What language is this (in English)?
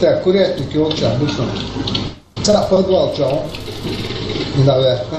Chechen